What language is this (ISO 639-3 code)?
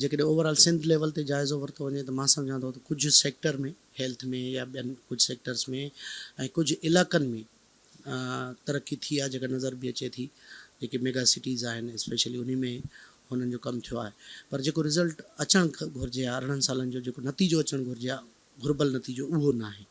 snd